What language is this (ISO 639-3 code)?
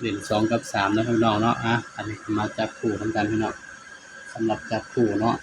tts